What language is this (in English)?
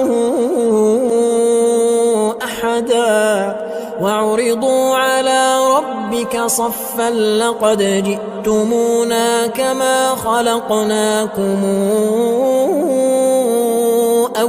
Arabic